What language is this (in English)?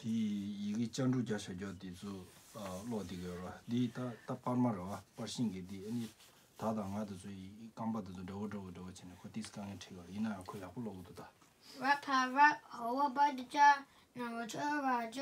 Tibetan